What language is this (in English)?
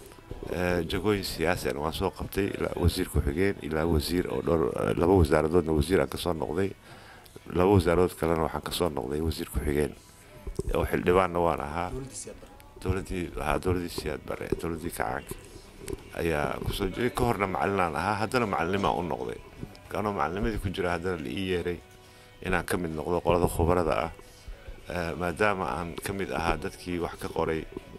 Somali